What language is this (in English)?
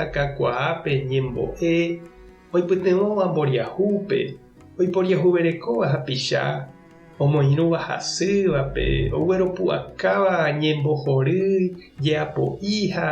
Guarani